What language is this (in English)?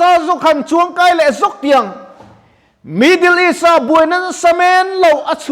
Mizo